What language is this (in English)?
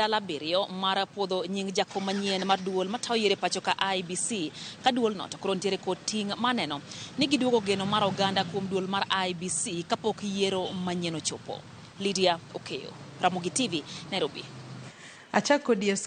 Luo (Kenya and Tanzania)